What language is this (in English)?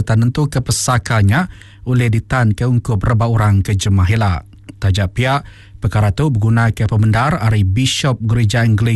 Iban